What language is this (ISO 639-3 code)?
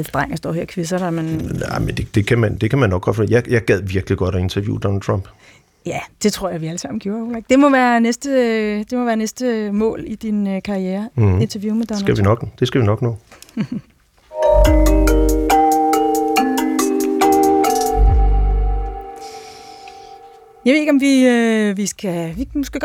dan